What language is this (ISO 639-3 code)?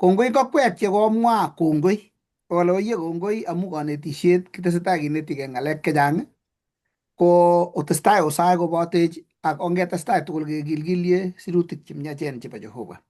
kln